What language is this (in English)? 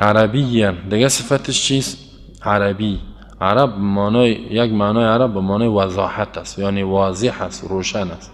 Persian